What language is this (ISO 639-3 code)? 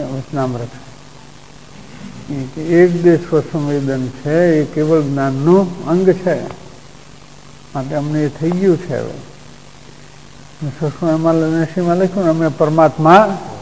guj